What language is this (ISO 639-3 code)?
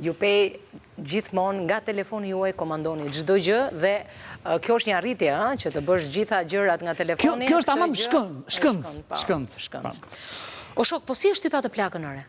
sqi